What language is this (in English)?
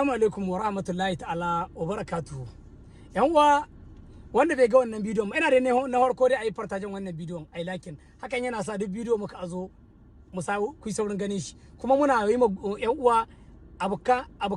Hausa